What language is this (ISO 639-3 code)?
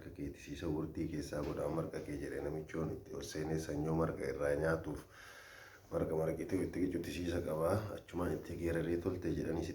orm